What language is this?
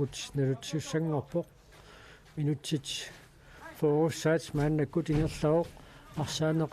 Kalaallisut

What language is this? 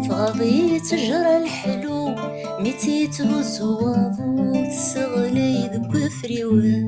Kabyle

